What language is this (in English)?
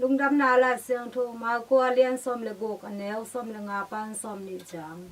Tedim Chin